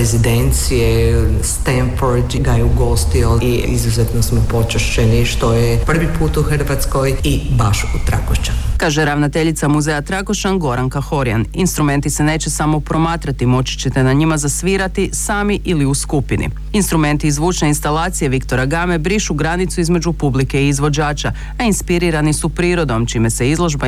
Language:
Croatian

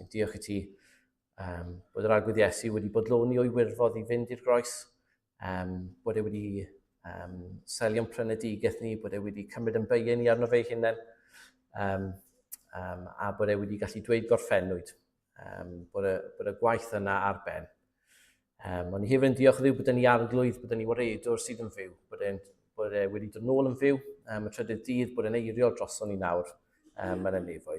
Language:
Welsh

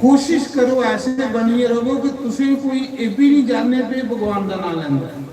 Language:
Dogri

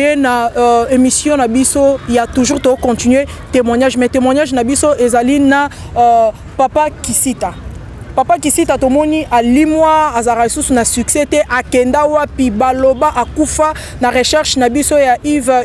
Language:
Lingala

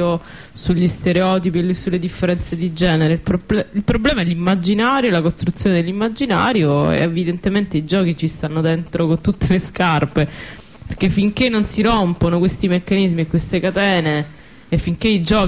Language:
Italian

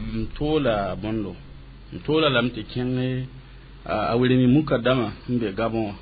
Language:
Mossi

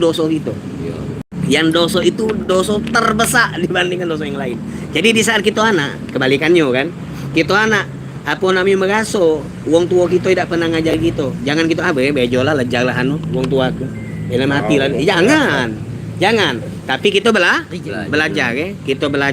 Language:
Musi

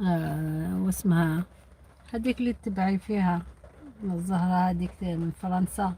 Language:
Algerian Arabic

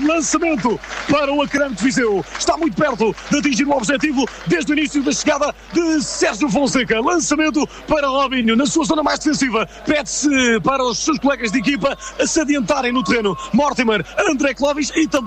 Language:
Portuguese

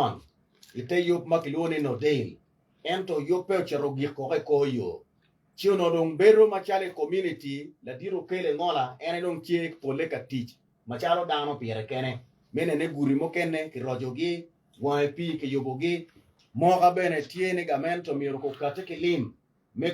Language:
Acoli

